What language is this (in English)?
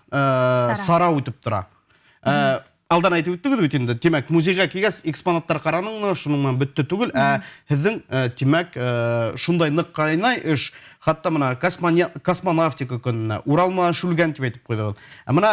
Bashkir